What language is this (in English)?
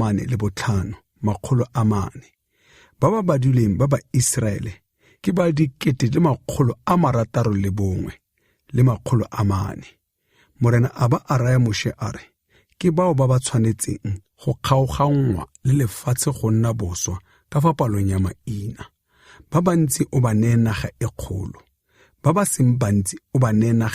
Tswana